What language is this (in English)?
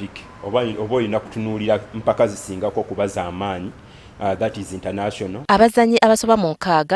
Ganda